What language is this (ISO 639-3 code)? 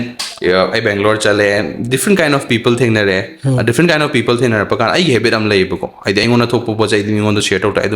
mni